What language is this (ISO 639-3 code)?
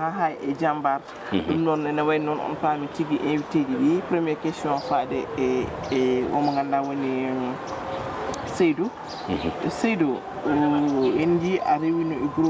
ful